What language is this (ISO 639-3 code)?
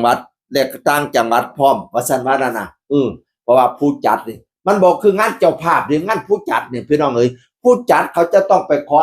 tts